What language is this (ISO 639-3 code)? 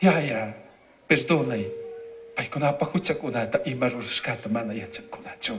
qug